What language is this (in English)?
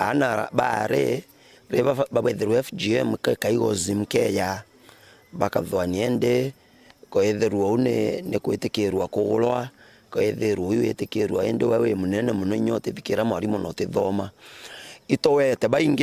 Meru